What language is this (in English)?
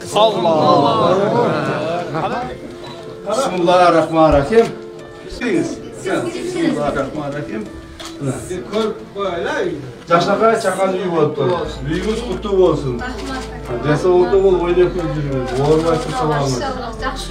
Kyrgyz